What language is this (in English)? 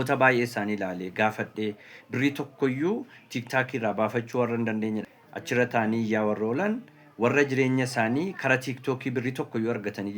Oromo